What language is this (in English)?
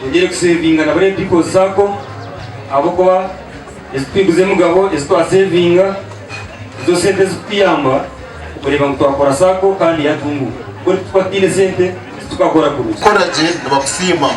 Nyankole